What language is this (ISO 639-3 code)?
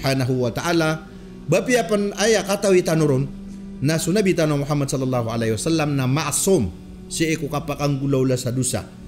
mrw